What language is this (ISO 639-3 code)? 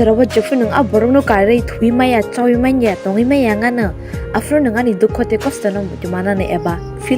trp